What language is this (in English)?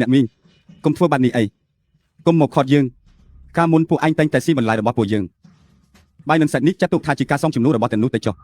Khmer